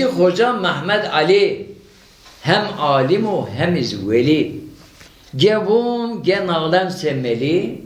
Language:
Zaza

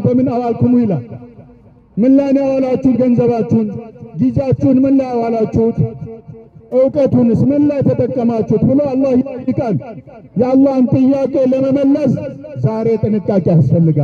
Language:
Amharic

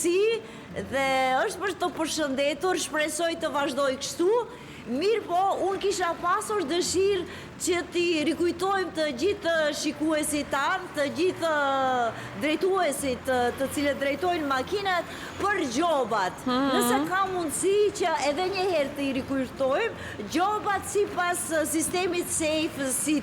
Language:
Albanian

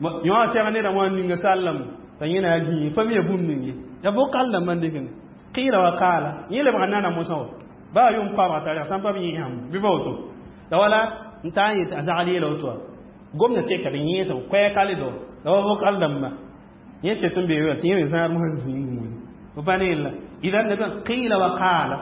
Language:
Mossi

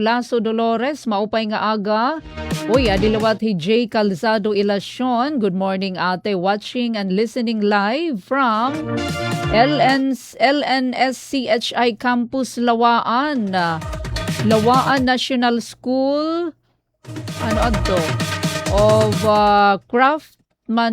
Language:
Waray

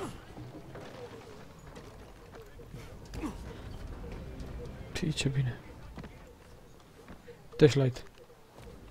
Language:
Romanian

